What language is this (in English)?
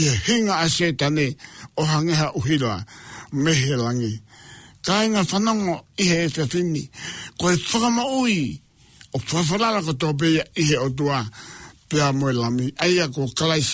Tongan